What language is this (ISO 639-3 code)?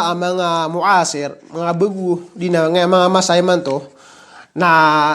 mrw